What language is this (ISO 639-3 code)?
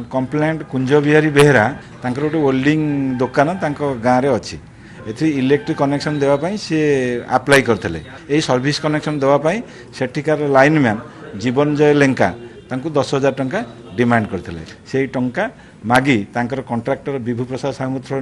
ori